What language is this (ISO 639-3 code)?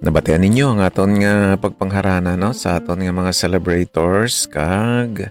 hil